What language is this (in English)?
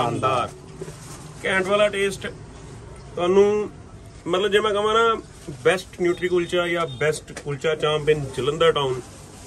Punjabi